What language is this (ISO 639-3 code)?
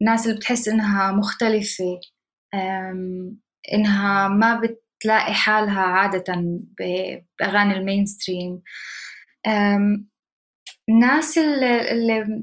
apc